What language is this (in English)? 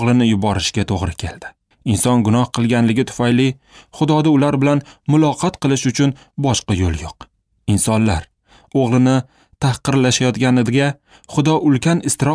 Uzbek